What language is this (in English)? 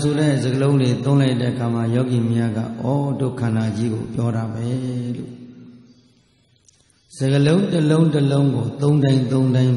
Burmese